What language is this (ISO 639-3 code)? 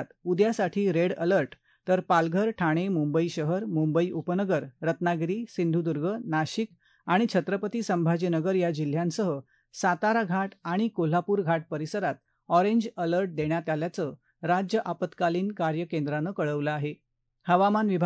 mar